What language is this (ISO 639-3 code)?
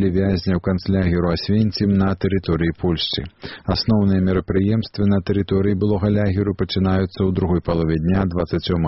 bel